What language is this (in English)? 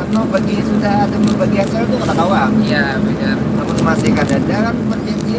Banjar